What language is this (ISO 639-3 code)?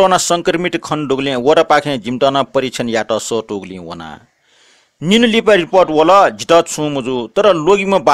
new